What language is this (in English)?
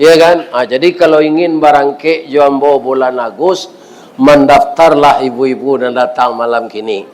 Minangkabau